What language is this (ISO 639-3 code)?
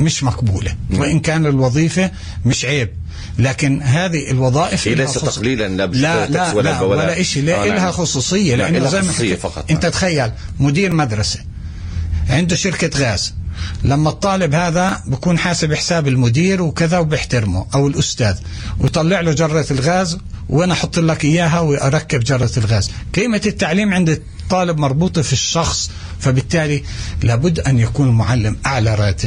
apc